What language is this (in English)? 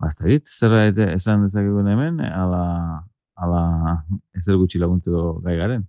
Basque